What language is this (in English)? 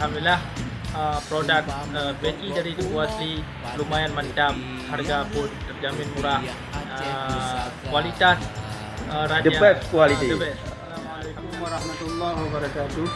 Achinese